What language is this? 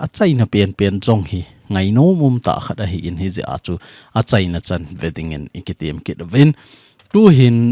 Thado Chin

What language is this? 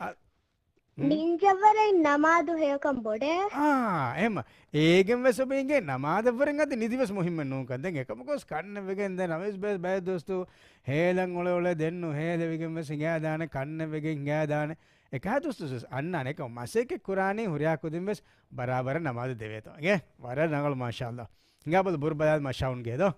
Divehi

